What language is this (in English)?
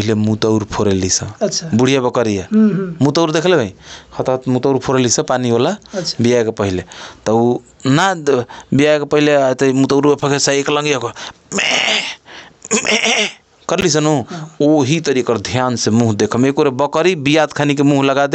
Bhojpuri